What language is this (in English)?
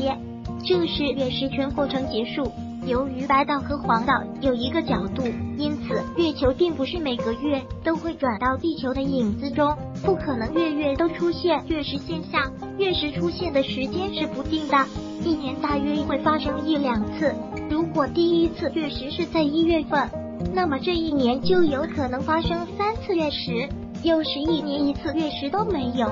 Chinese